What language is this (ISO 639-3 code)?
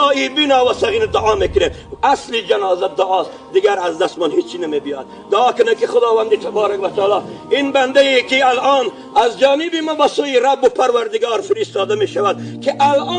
tgk